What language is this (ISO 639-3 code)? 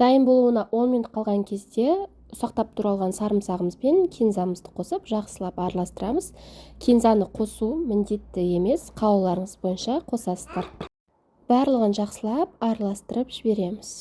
kaz